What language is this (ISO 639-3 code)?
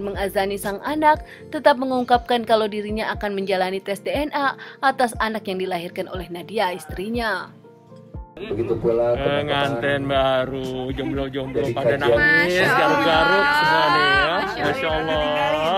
ind